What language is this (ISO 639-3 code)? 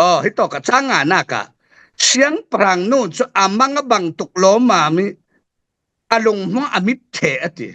cfm